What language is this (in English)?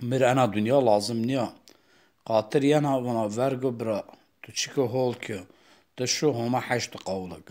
Zaza